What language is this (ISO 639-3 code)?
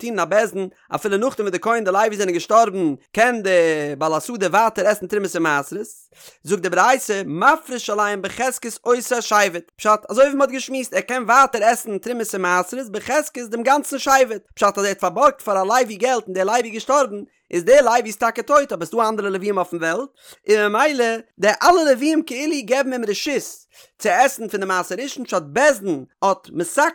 yid